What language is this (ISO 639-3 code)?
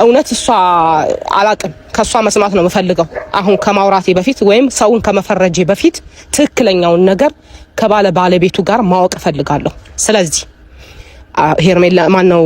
amh